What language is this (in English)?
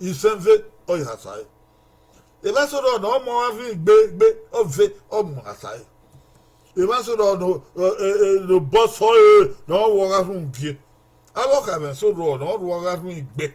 Bini